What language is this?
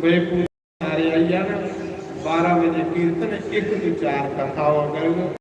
Dogri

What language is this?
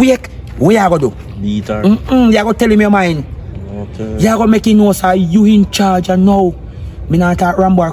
Jamaican Creole English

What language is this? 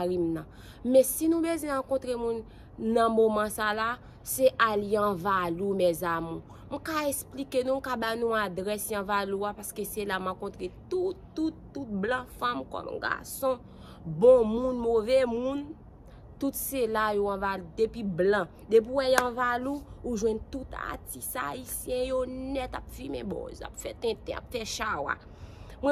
Haitian Creole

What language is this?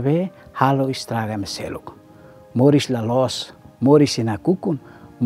Tetum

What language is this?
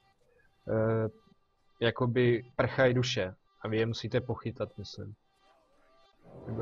Czech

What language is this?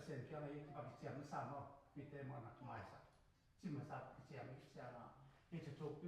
Tedim Chin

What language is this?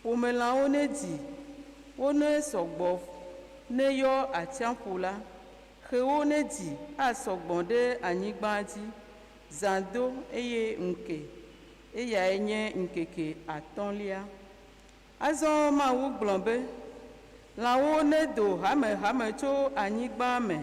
Ewe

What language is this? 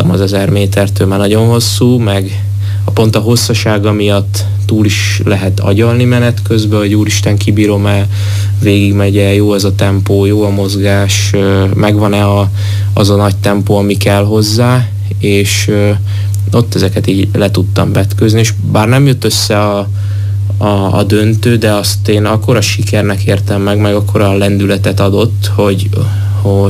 Hungarian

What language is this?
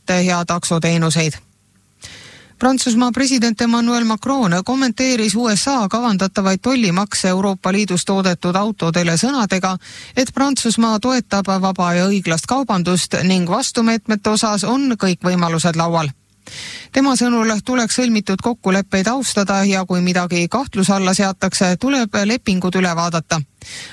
Estonian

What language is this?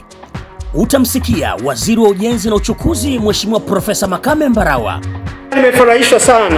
Swahili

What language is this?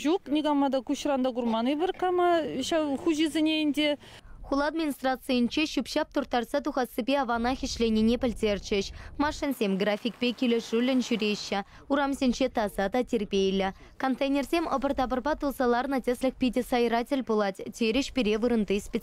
Chuvash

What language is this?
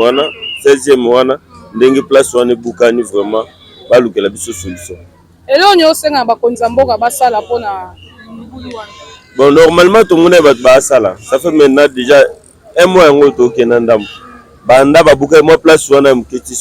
Lingala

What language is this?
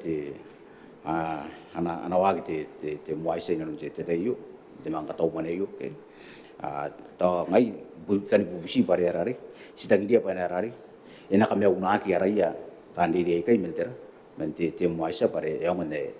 Gilbertese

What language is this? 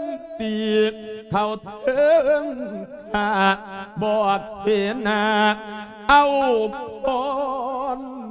Lao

